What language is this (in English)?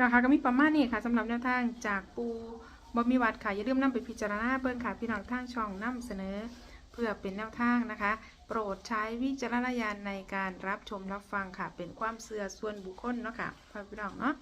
Northeastern Thai